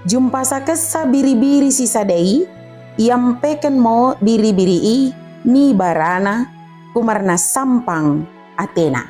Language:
Batak Dairi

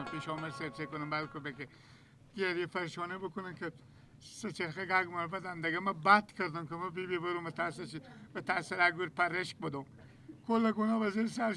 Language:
Persian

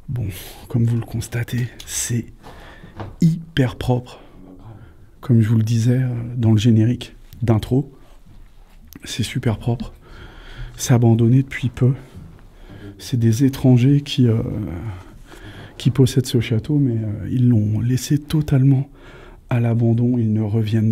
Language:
French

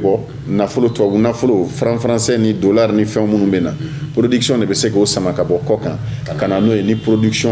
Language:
Bambara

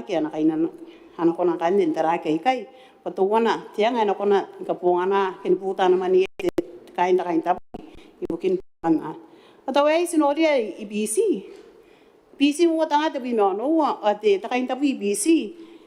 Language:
Gilbertese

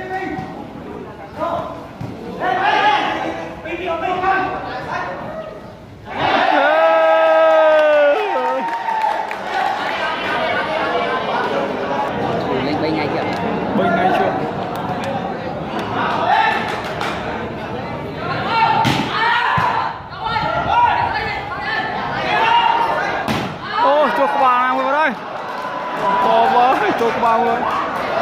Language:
Vietnamese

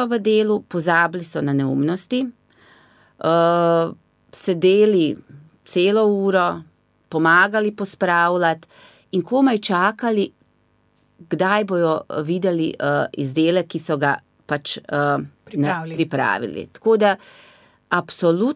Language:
Slovenian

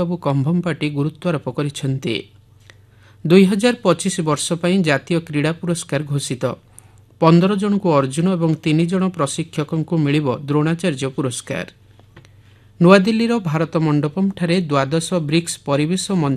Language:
Odia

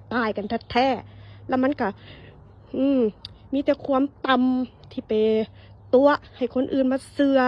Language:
Northeastern Thai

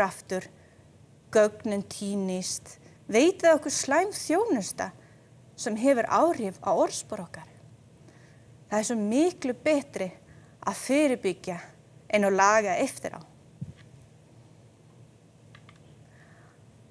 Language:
Icelandic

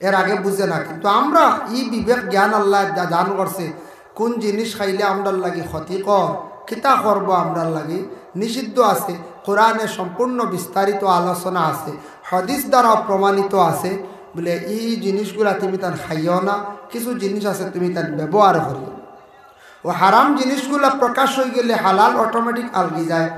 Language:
Sylheti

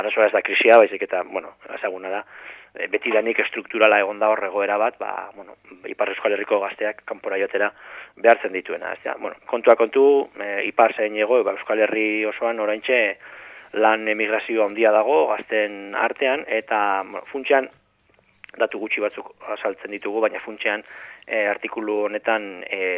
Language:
Basque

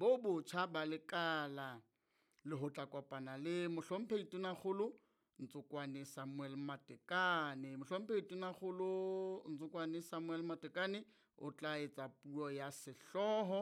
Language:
Southern Sotho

